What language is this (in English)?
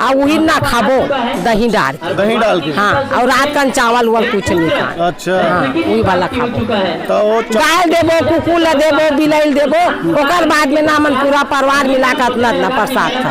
Chhattisgarhi